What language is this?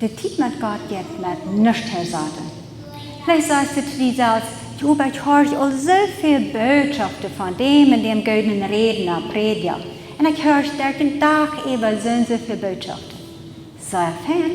Plautdietsch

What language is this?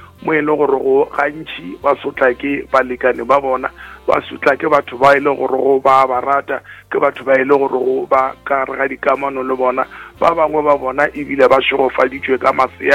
Northern Sotho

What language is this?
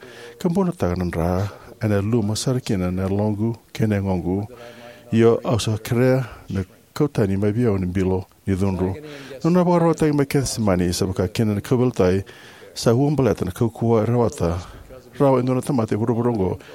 Fijian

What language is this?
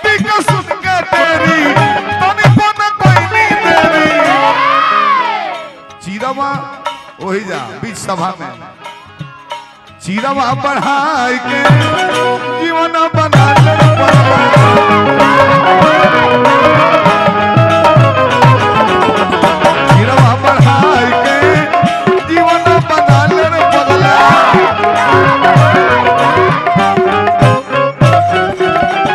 Bhojpuri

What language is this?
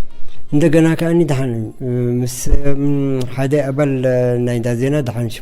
Tigrinya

